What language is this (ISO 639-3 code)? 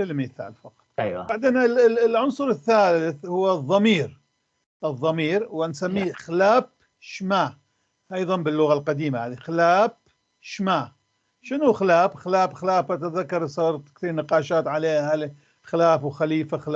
apc